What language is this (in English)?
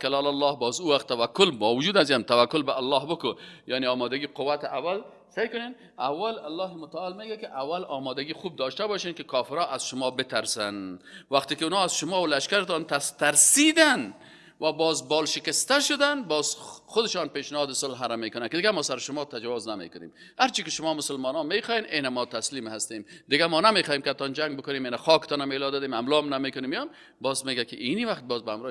Persian